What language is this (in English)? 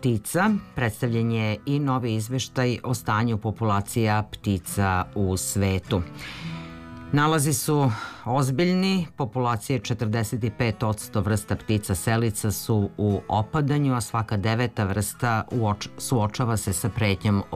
Serbian